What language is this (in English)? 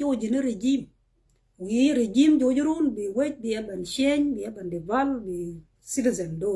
Nuer